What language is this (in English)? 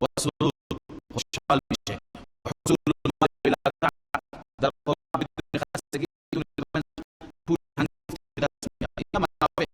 Persian